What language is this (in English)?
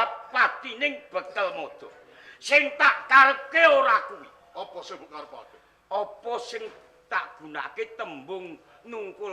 Javanese